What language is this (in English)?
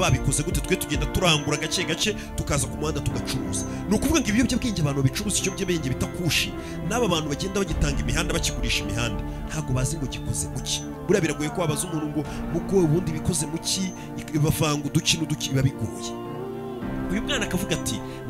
Kinyarwanda